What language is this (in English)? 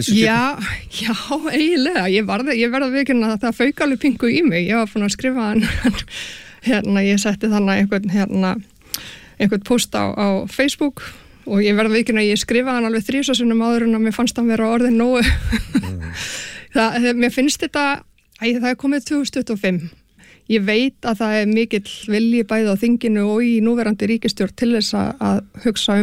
Icelandic